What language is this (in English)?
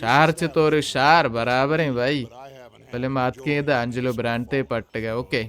Baluchi